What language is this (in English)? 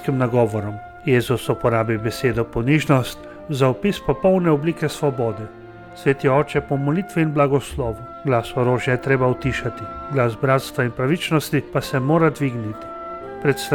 Slovenian